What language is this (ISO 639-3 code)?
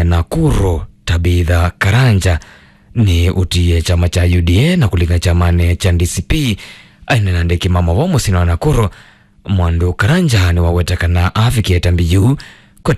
kam